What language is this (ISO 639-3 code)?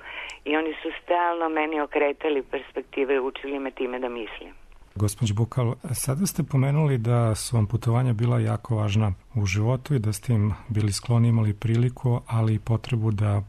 srp